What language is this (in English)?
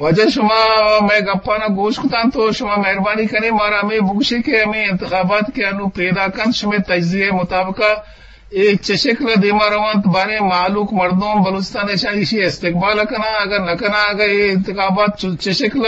Eastern Balochi